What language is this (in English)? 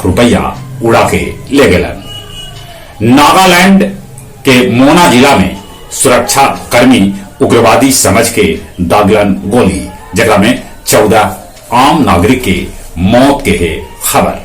Magahi